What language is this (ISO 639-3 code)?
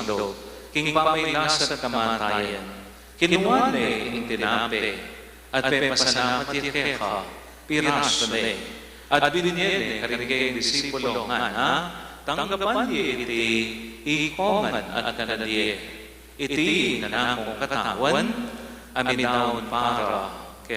pam